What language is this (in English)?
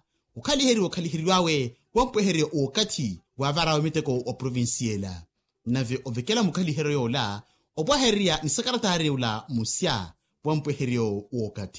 Makhuwa